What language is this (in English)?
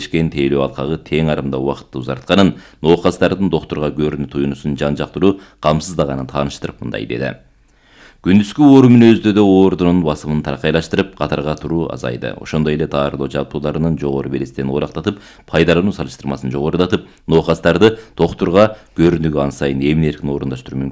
Kyrgyz